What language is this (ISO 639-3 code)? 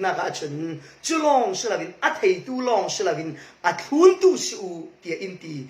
cfm